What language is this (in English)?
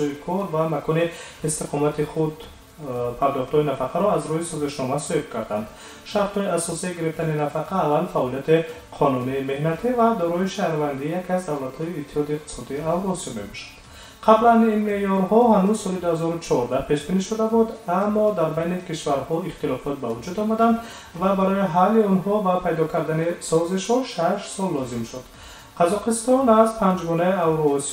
Tajik